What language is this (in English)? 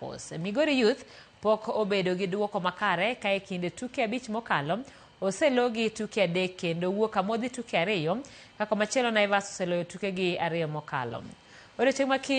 Luo (Kenya and Tanzania)